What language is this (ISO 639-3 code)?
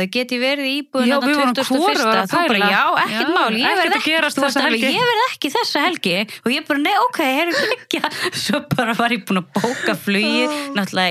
isl